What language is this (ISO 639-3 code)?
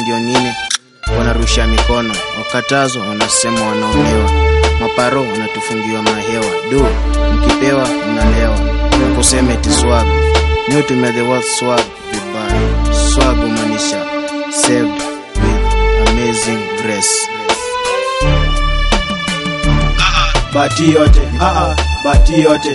swa